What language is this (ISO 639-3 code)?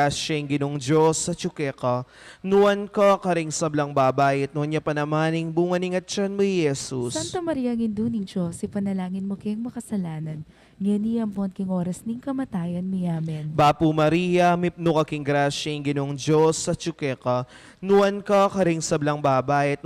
pam